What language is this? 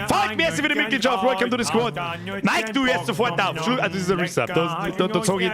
Bavarian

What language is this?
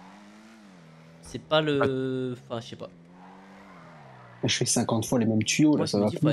French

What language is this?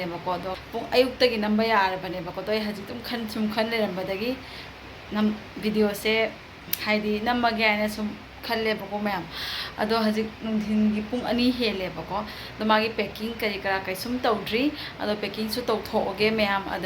Manipuri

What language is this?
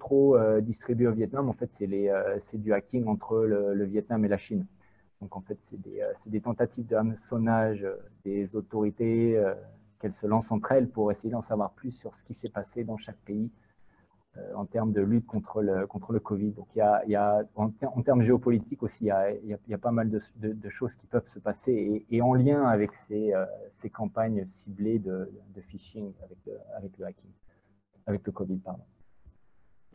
French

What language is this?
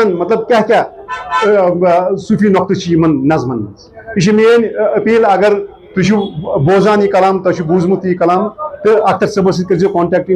Kashmiri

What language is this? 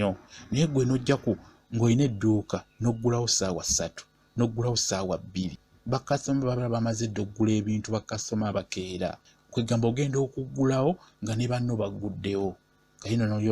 Ganda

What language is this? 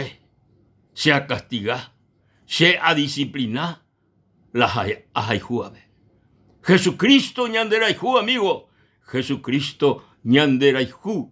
Guarani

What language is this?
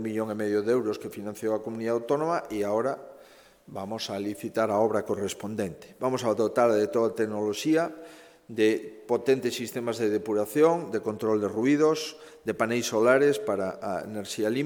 Galician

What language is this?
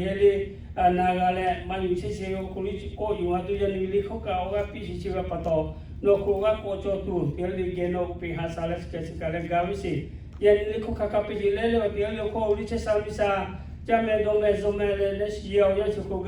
Lahu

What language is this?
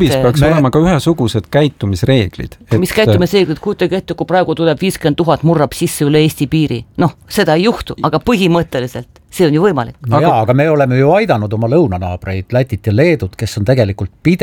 Estonian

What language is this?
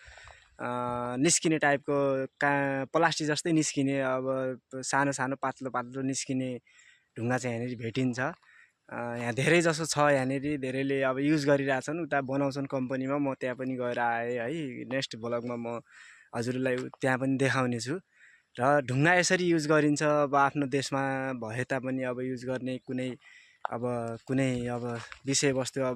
Nepali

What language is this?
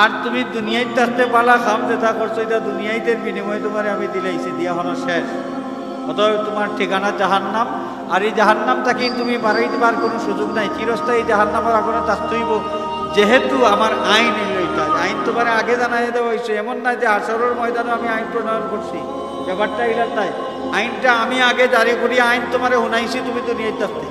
Sylheti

